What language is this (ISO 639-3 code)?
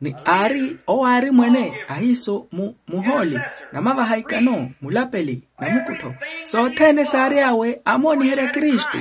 vmw